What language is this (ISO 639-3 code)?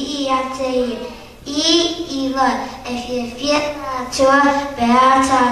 smo